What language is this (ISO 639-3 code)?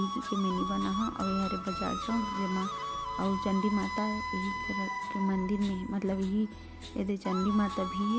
hne